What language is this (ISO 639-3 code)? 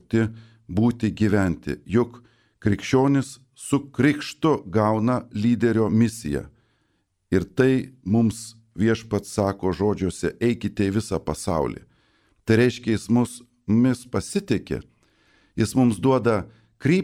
lit